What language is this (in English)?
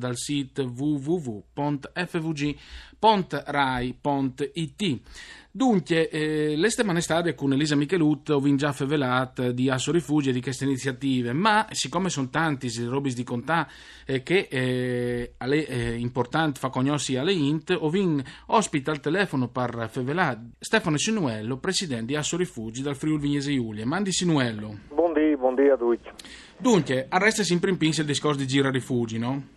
Friulian